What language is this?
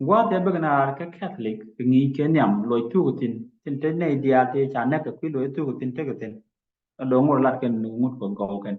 Nuer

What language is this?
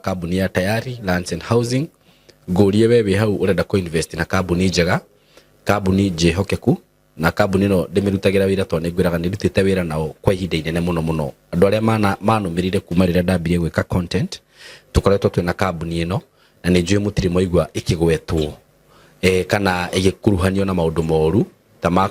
Kikuyu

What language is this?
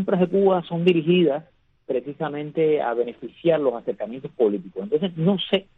Spanish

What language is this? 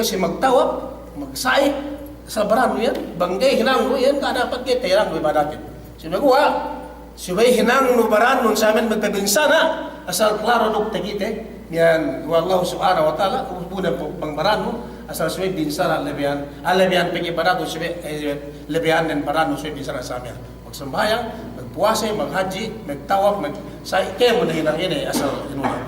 Yakan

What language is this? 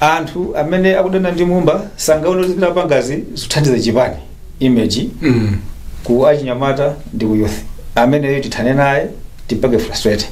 Nyanja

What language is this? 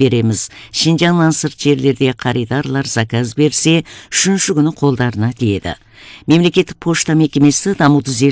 Kazakh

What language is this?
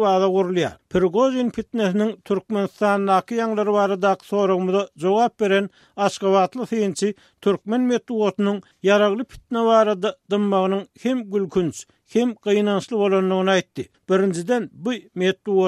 Turkmen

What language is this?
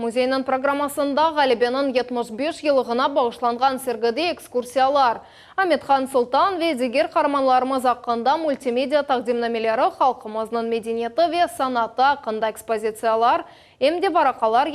Crimean Tatar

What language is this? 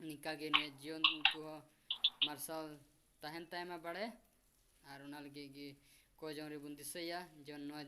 Santali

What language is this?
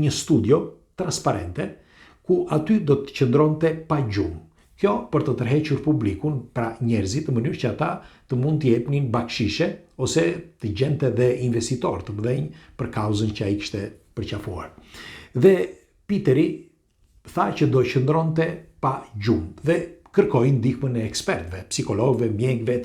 Albanian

